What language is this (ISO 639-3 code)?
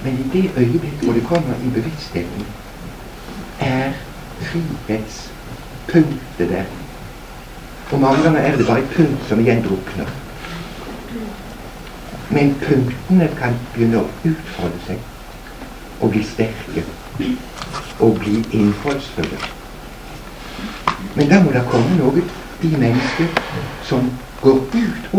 nor